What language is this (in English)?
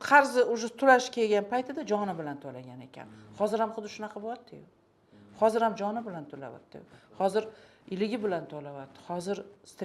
Uzbek